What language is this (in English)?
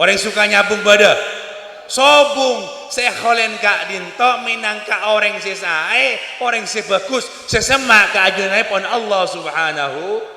Madurese